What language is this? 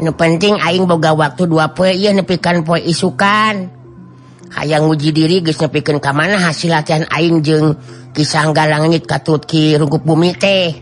Sundanese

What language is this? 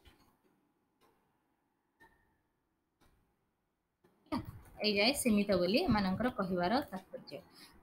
Odia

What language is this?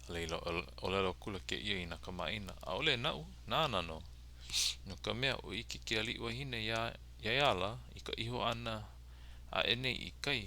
Hawaiian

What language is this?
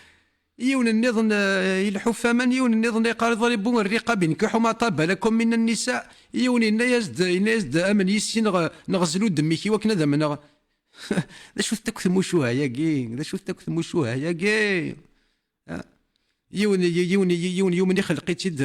Kabyle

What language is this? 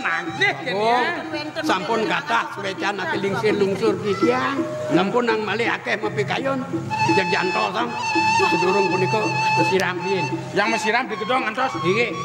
Balinese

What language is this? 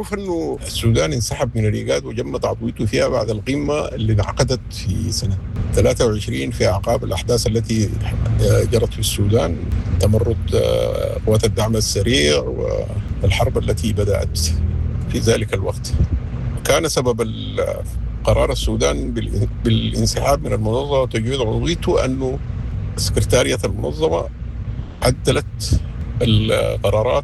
Sudanese Arabic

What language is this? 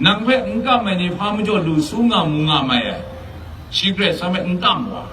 Kachin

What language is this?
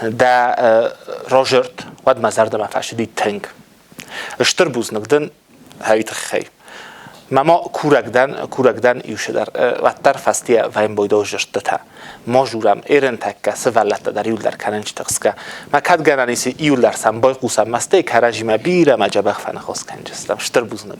Ossetic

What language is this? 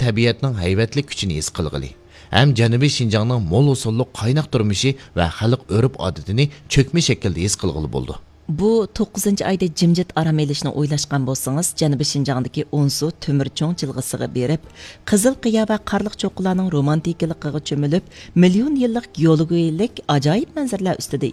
Uyghur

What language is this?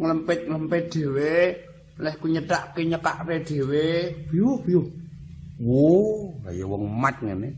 Javanese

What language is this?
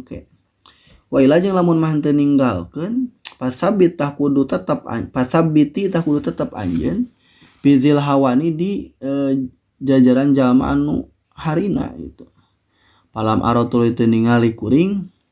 Sundanese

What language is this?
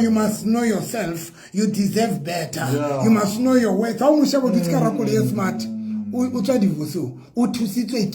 Southern Sotho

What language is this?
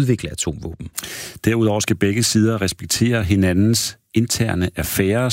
Danish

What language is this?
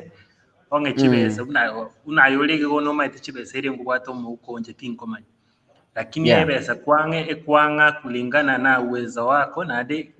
Gusii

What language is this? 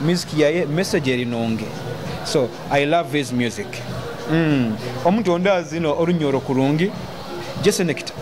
Nyoro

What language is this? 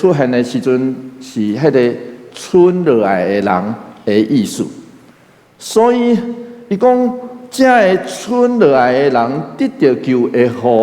Min Nan Chinese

